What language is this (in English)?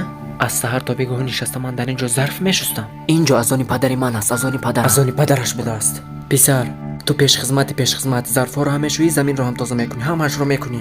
Tajik